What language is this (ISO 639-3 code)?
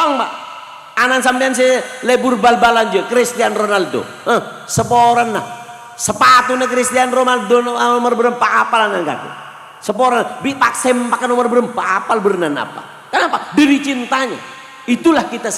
mad